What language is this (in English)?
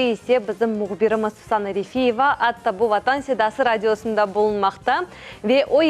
Crimean Tatar